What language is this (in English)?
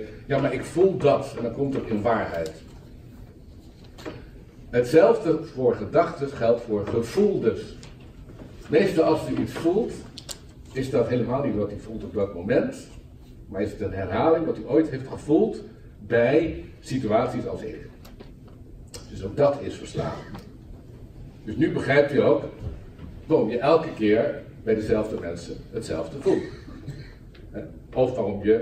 Dutch